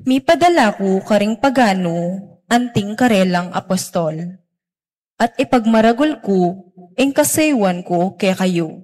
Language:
Pampanga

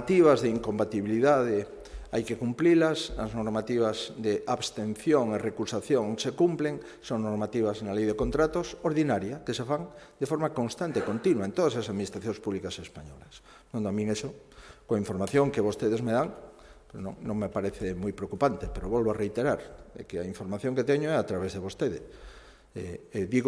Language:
Galician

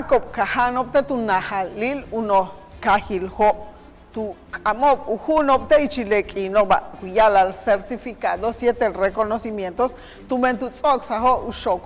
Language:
Yucateco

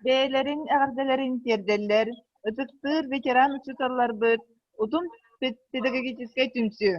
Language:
Yakut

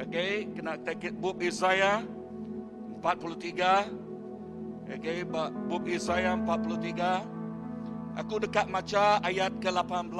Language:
Iban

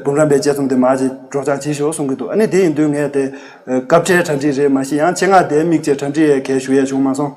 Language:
Tibetan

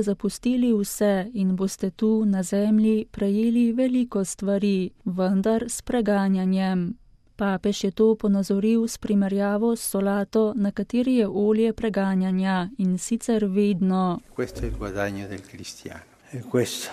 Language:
Slovenian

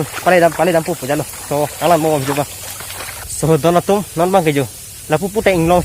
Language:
Karbi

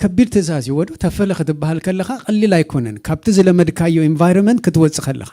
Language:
Tigrinya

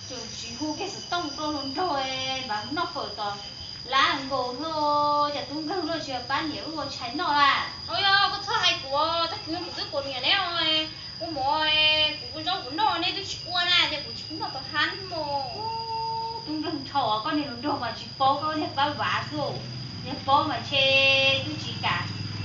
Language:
Hmong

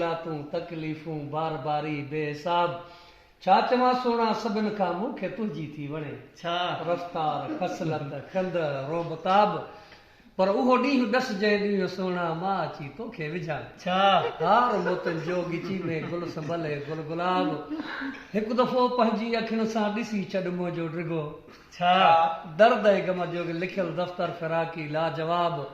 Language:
Sindhi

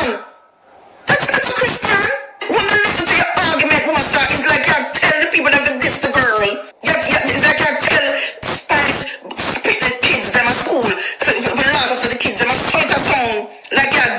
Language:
Jamaican Creole English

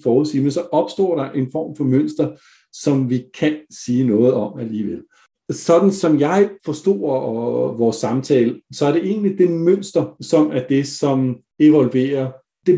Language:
Danish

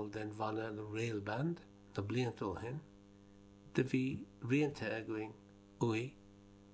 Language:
Irish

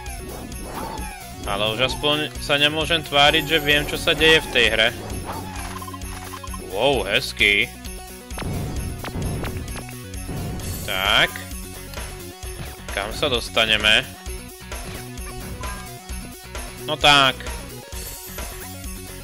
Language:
Slovak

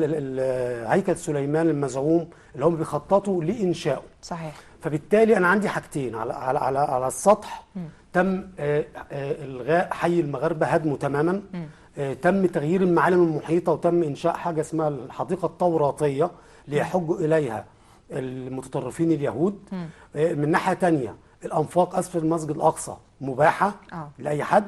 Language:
Egyptian Arabic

